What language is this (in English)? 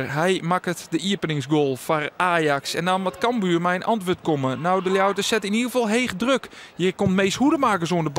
Western Frisian